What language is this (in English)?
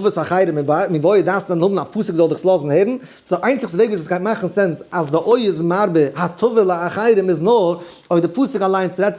Yiddish